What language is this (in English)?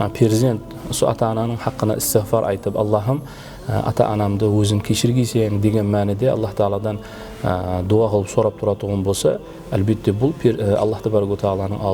Kara-Kalpak